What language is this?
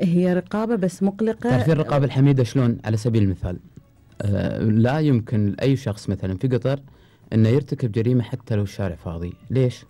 Gulf Arabic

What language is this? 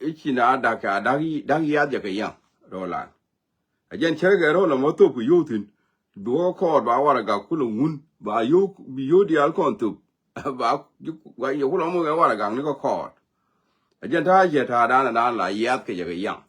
Nuer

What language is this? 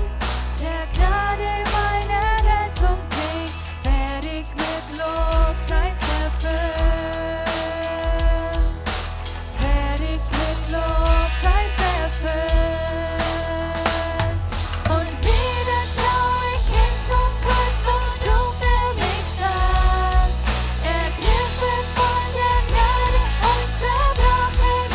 Plautdietsch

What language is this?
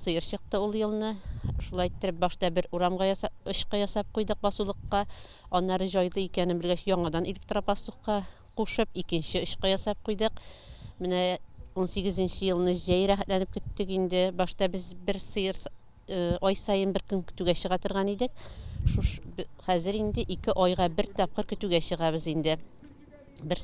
Tatar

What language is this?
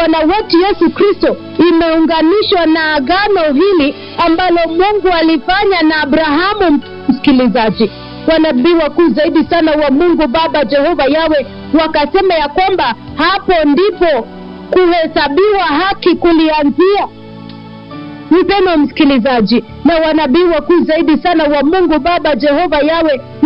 Swahili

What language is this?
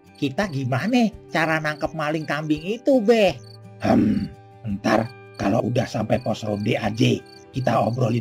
Betawi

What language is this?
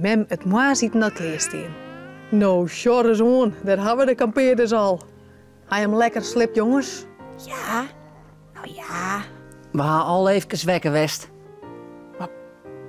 Western Frisian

